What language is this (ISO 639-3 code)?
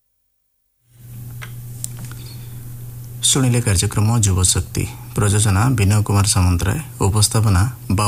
ori